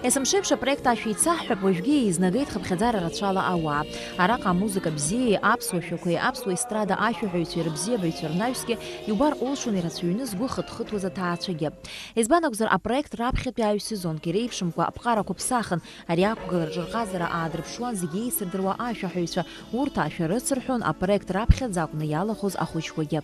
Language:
Abkhazian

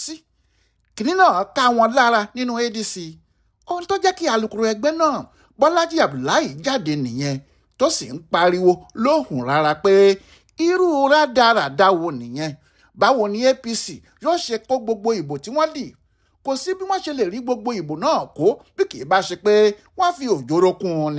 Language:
Yoruba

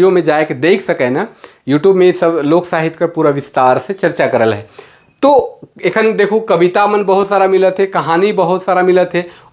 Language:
Sadri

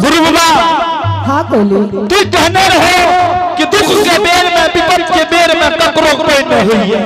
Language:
Angika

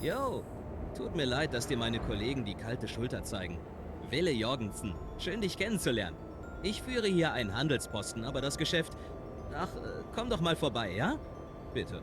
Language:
Swiss German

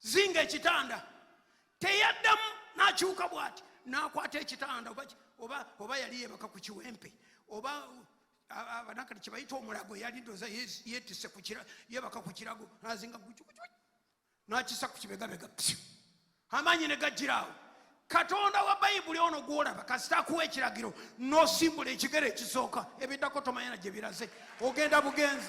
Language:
Ganda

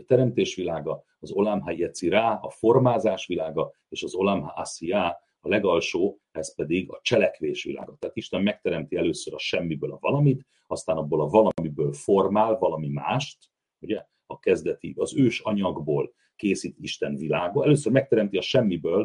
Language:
Hungarian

